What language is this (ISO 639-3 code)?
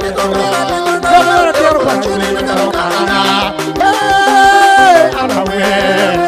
ach